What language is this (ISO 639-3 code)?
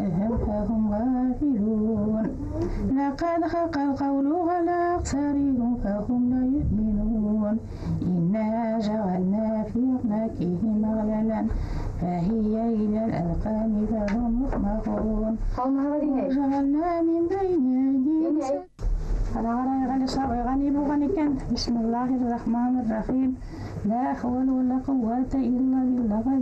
bak